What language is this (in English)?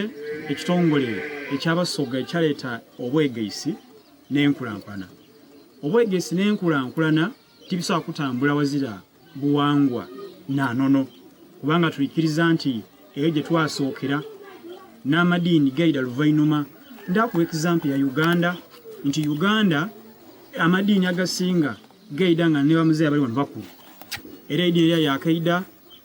Soga